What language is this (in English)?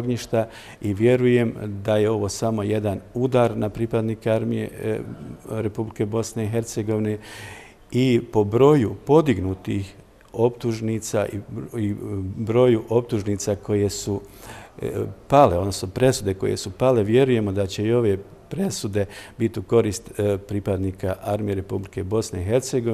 Bosnian